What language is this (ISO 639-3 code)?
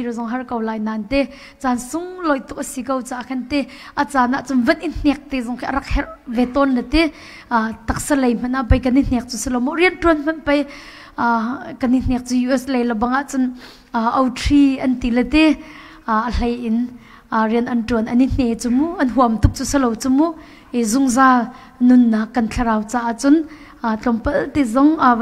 cnh